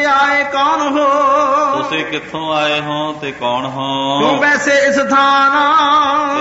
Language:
Punjabi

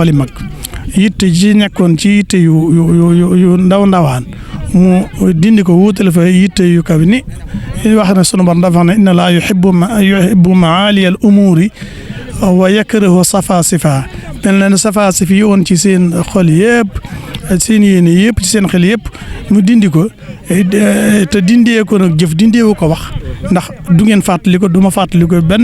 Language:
Wolof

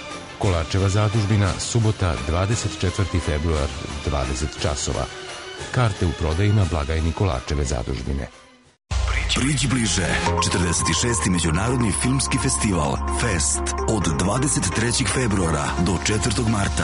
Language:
Serbian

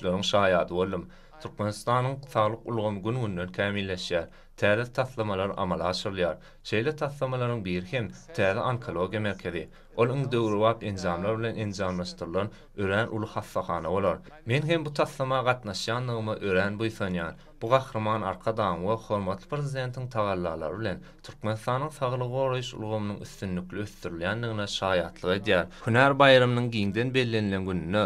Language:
Turkmen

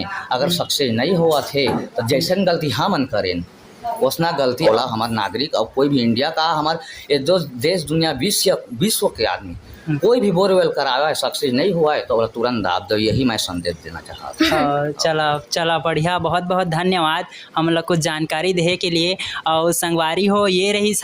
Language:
Chhattisgarhi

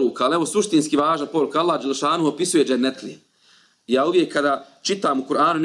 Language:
Bosnian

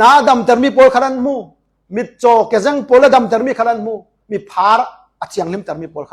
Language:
Falam Chin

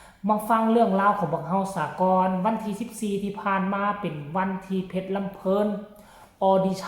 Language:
Lao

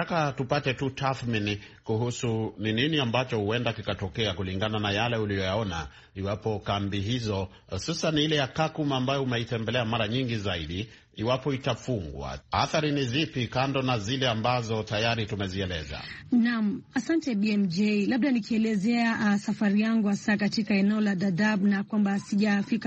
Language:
Swahili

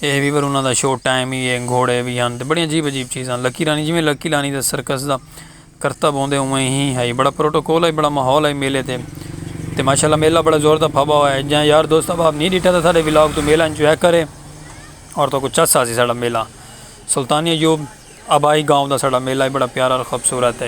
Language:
Saraiki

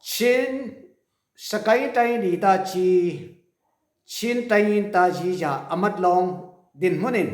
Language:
Falam Chin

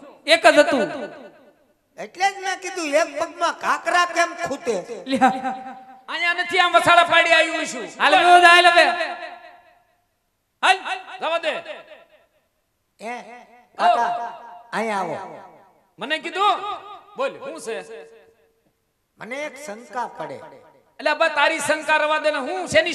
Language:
Gujarati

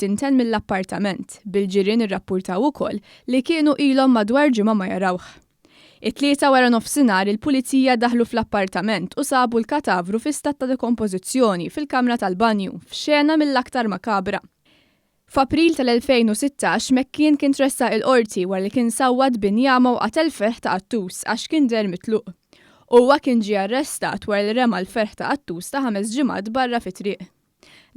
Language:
Maltese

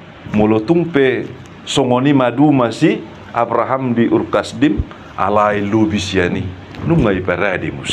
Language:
Batak Toba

